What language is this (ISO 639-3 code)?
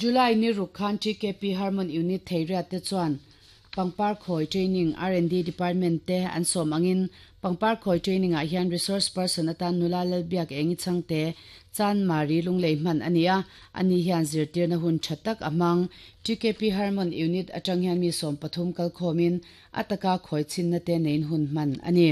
lus